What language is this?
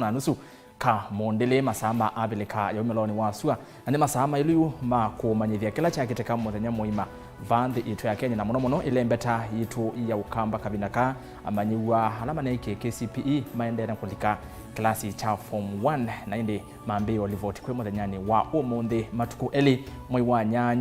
Kamba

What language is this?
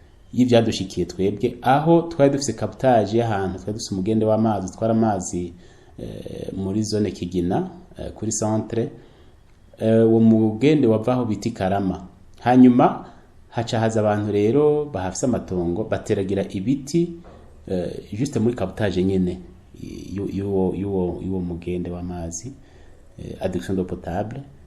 Rundi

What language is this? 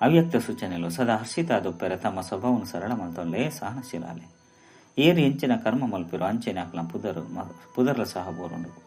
Tulu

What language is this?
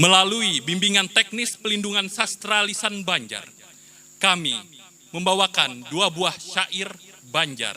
Banjar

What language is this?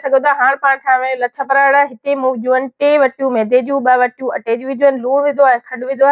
Sindhi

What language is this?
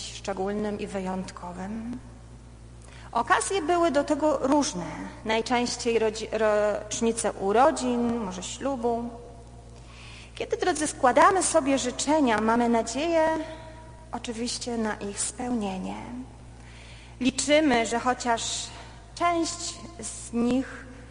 Polish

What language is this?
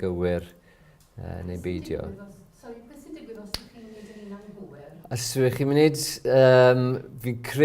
Welsh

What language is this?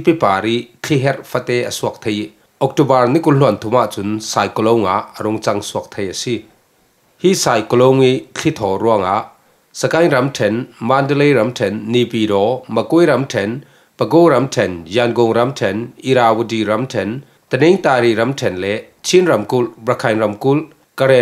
Falam Chin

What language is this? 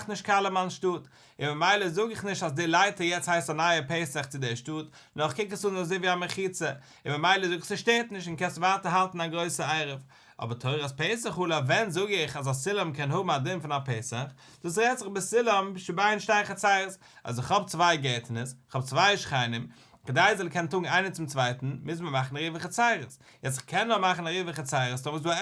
Yiddish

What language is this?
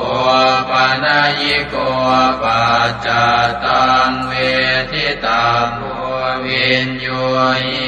Pali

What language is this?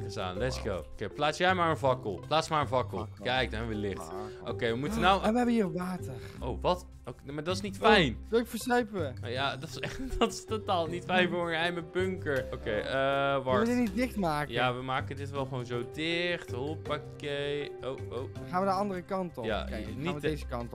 Dutch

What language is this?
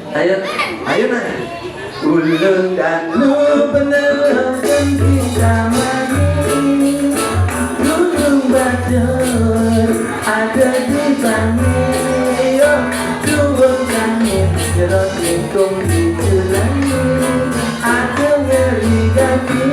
Balinese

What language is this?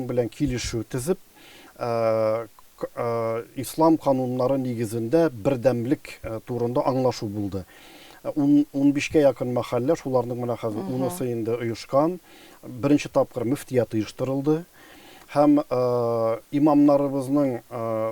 Tatar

